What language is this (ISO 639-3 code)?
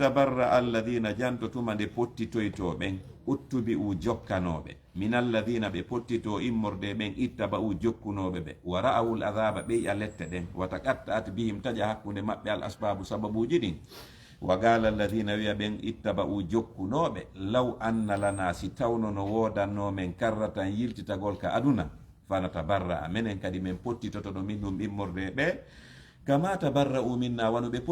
ful